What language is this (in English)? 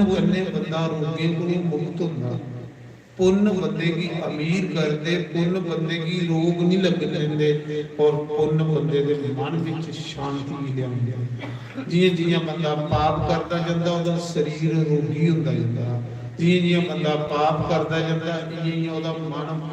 Dogri